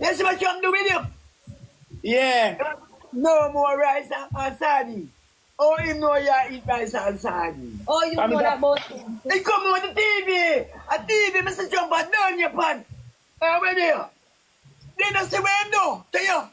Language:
Jamaican Creole English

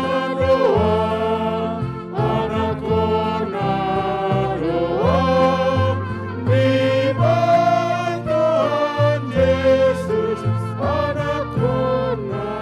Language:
Batak Toba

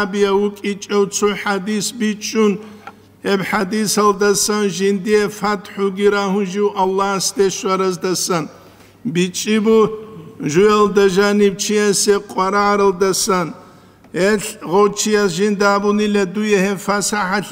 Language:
Avaric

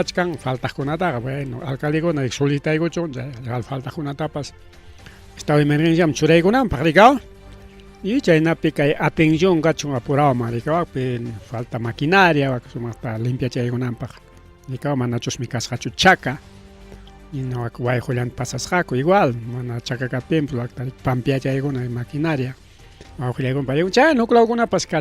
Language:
Ayacucho Quechua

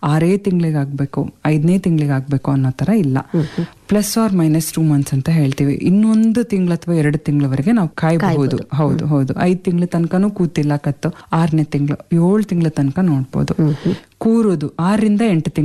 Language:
Kannada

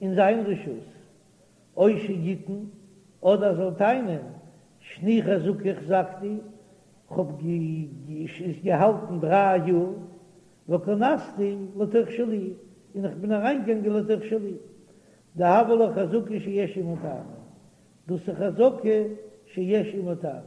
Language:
Yiddish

